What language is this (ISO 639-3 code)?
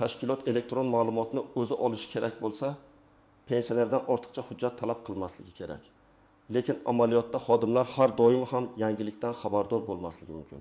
uzb